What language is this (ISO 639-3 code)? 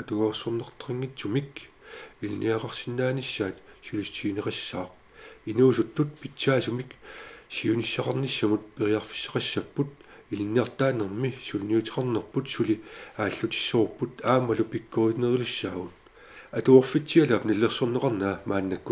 kal